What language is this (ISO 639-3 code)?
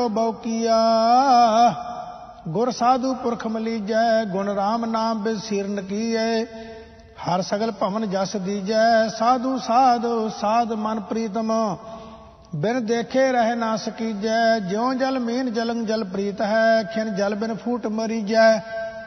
pan